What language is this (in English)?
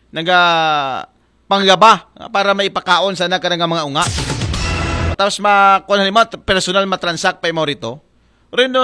Aklanon